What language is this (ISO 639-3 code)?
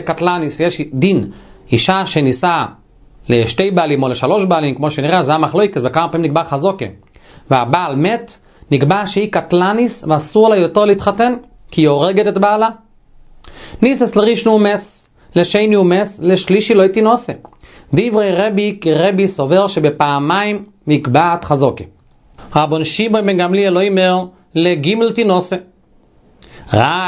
heb